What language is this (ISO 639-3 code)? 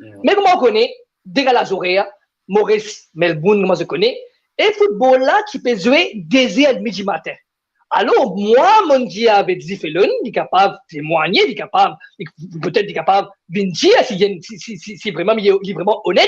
mfe